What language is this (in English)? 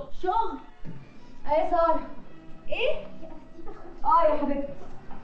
Egyptian Arabic